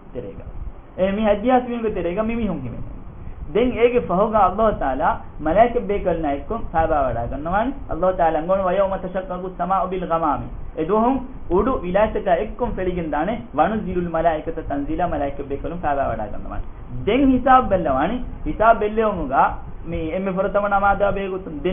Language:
Divehi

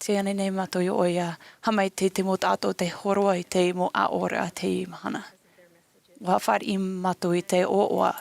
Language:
Tahitian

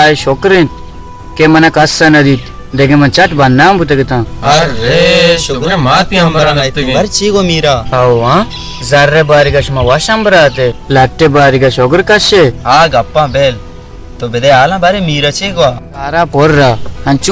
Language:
Baluchi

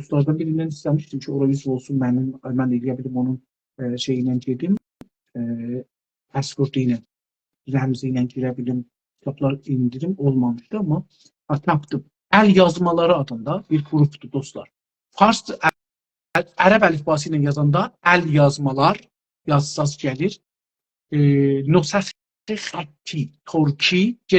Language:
South Azerbaijani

